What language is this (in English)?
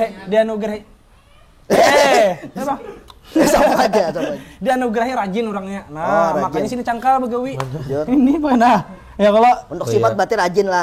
Banjar